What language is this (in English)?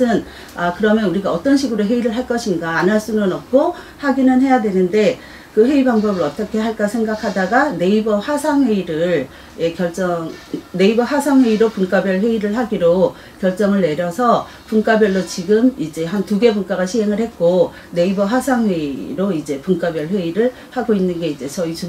Korean